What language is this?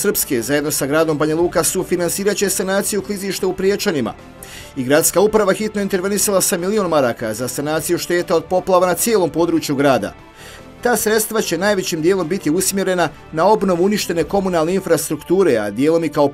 Bosnian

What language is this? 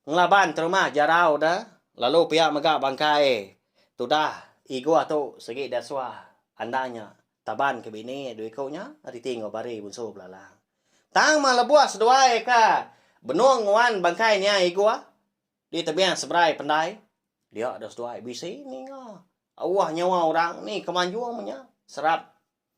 Iban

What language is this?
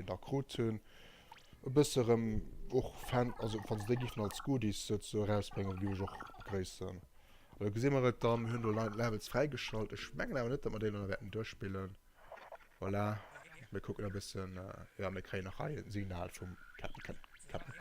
Luxembourgish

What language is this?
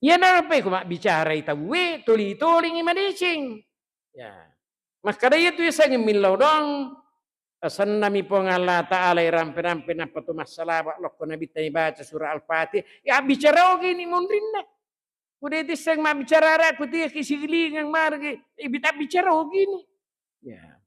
Buginese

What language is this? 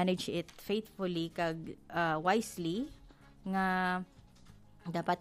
Hiligaynon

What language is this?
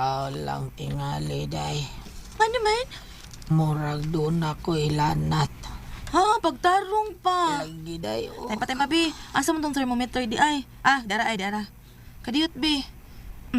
Cebuano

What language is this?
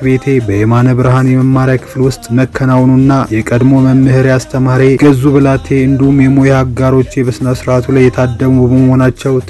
Amharic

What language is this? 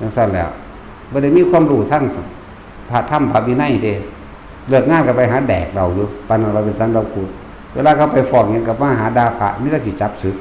Northeastern Thai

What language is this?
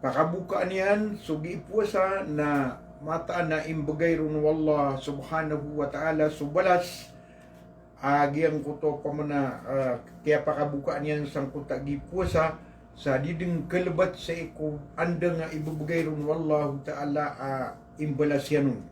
Maranao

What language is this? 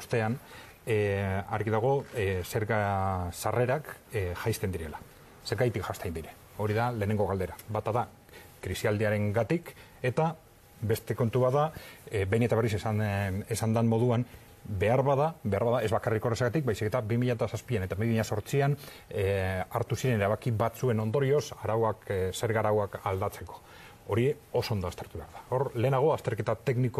Basque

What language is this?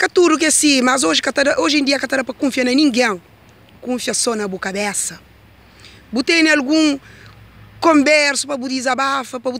Kabuverdianu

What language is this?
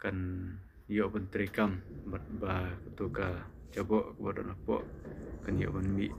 Khasi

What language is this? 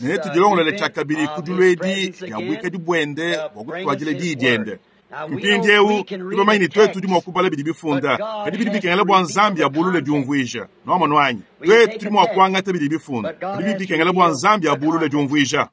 Luba-Lulua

